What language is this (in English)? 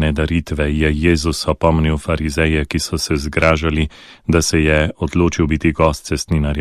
Slovenian